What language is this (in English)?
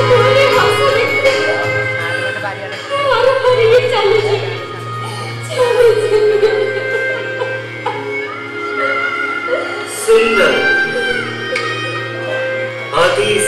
Odia